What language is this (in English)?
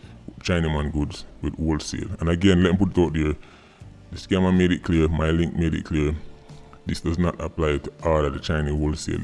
Jamaican Creole English